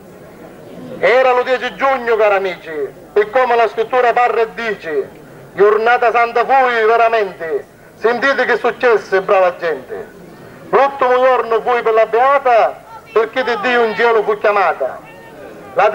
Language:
Italian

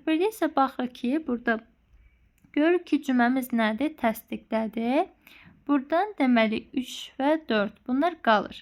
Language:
Azerbaijani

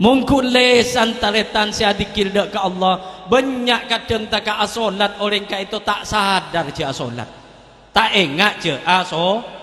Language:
Madurese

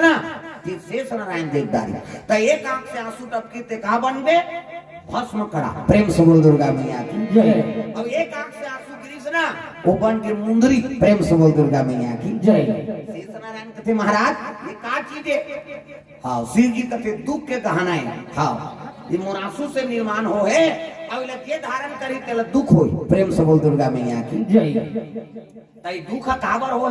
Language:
Chhattisgarhi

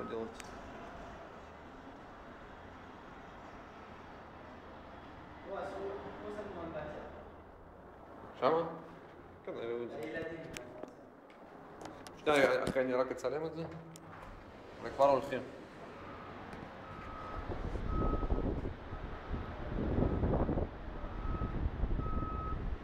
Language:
Hebrew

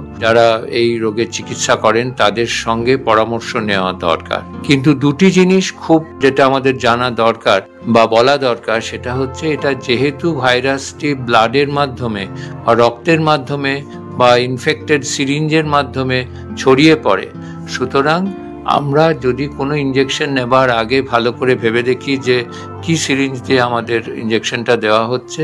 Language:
Bangla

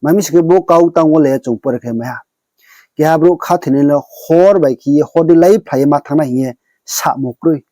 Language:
Riang (India)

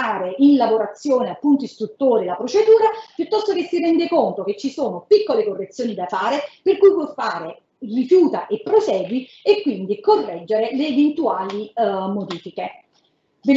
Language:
Italian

